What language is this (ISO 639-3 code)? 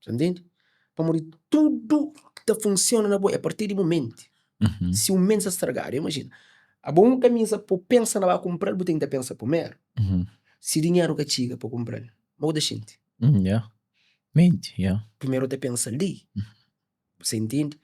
kea